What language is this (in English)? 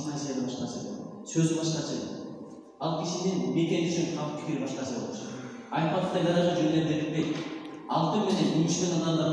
Kyrgyz